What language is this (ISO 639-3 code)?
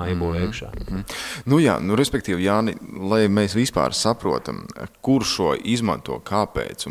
lav